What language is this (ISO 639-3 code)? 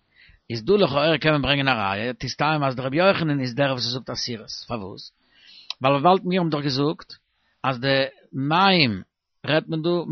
yid